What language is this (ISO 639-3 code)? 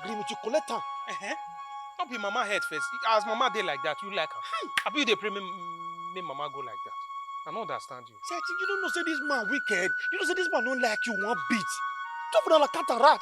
pcm